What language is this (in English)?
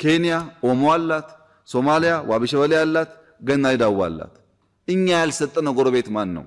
Amharic